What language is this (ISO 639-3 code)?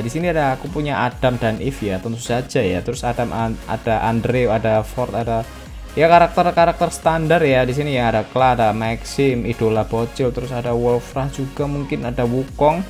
ind